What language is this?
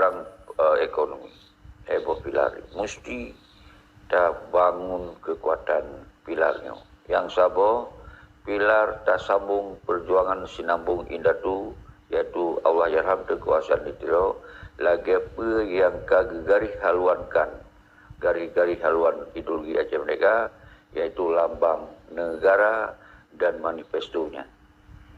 Achinese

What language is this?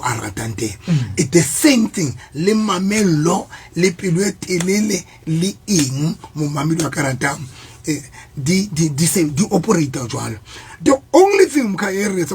Southern Sotho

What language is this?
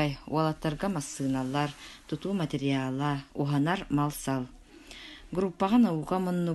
Yakut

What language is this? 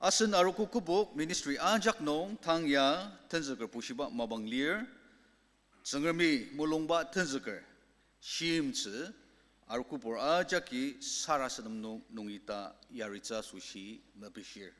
Ao Naga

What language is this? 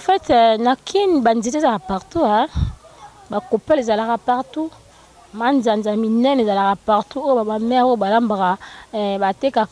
Lingala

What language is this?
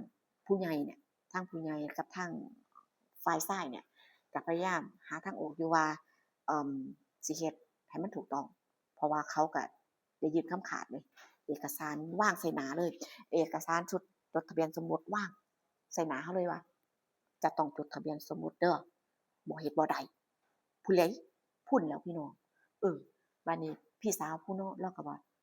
Northeastern Thai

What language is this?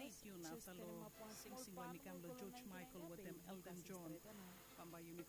Bislama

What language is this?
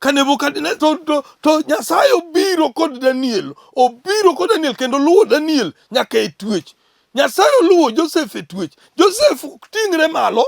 Luo (Kenya and Tanzania)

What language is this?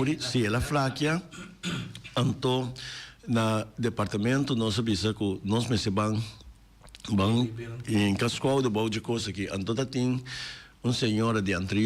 Papiamento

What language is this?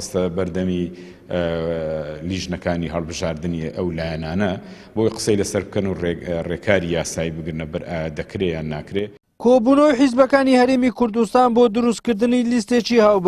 Central Kurdish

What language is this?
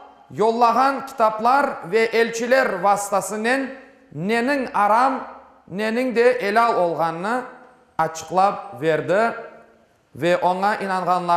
Crimean Tatar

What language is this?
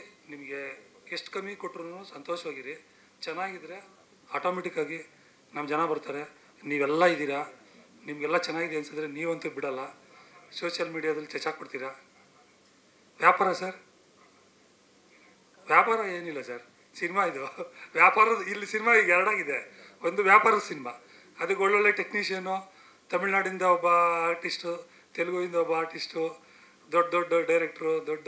Kannada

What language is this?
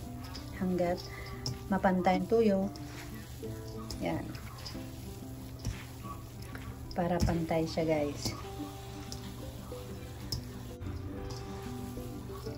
Filipino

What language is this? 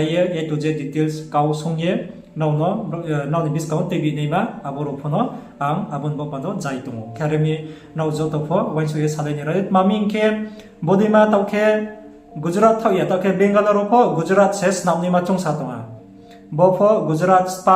Riang (India)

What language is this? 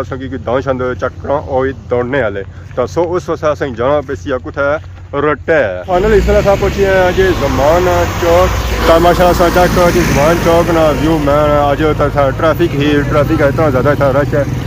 Pahari-Potwari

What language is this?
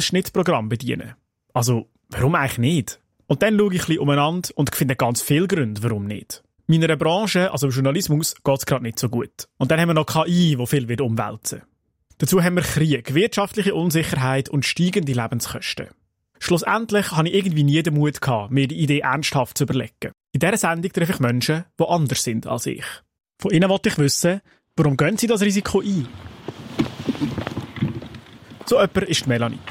German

